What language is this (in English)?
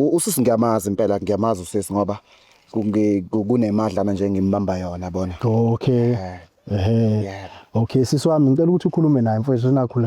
Zulu